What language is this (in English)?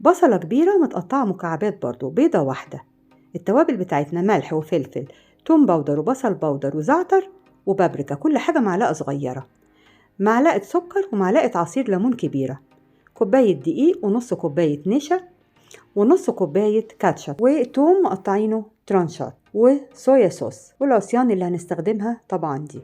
Egyptian Arabic